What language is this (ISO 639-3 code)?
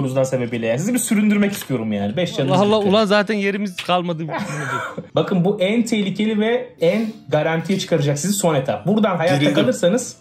tur